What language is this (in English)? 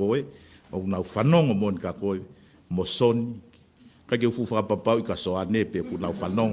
Tongan